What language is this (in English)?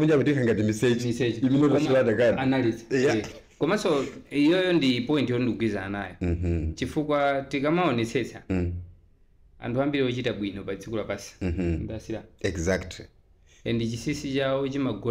Nyanja